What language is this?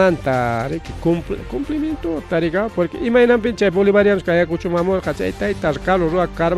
Ayacucho Quechua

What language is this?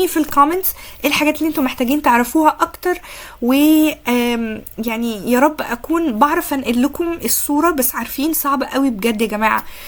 Egyptian Arabic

